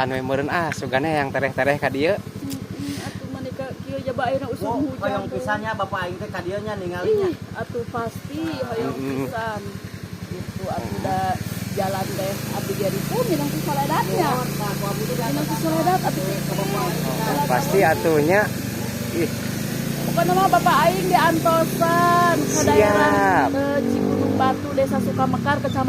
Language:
Sundanese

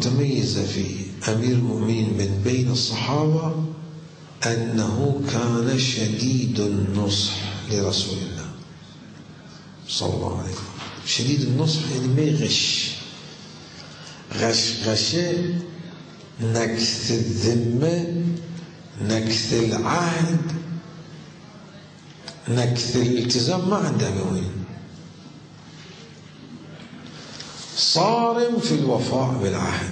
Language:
Arabic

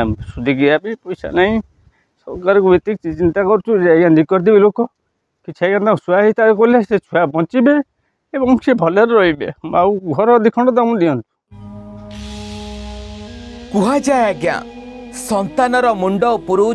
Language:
Odia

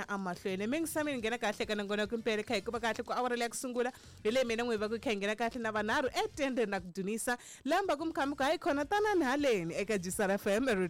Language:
Tsonga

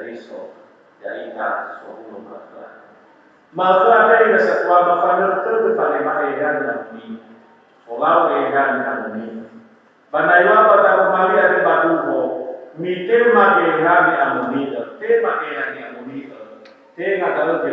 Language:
Nias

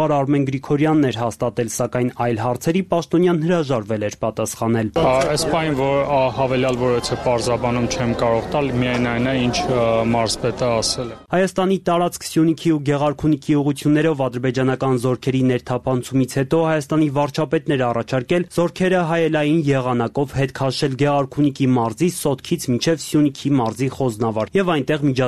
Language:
Armenian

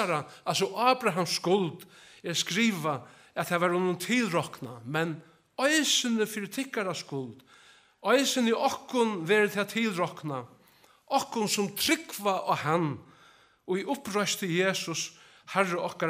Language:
Faroese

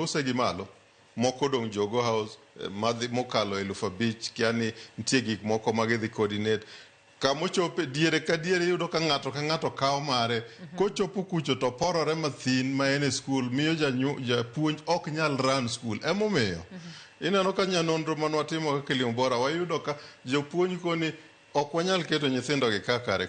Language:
Luo (Kenya and Tanzania)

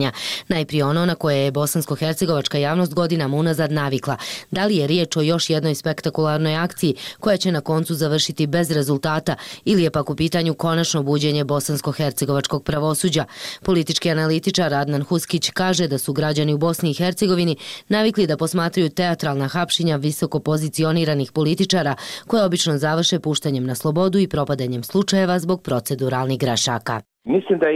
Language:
Bosnian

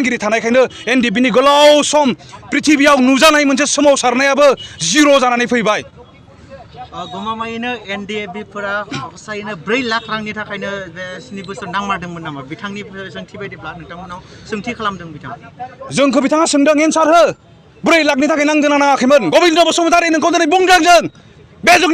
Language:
Bodo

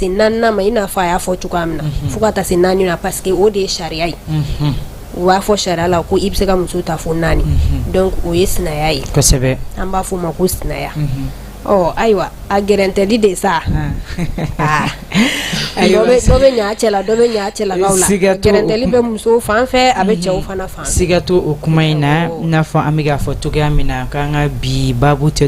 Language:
Bambara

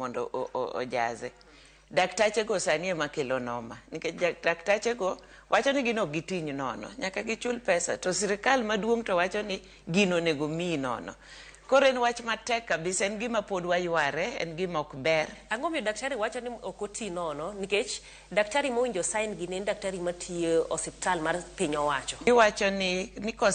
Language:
Luo (Kenya and Tanzania)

